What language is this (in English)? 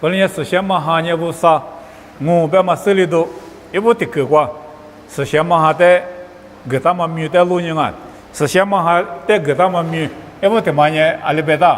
Lisu